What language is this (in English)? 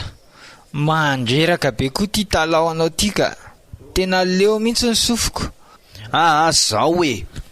Malagasy